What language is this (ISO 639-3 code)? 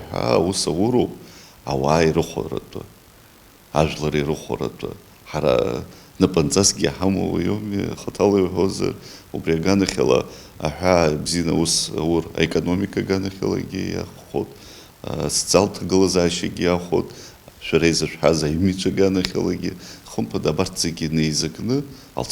abk